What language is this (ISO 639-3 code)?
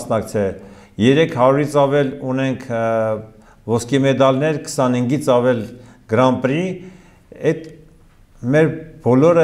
hye